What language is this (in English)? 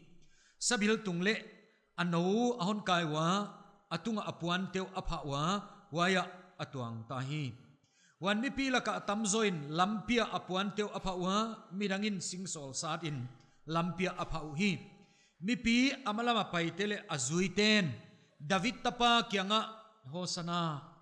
Paite Chin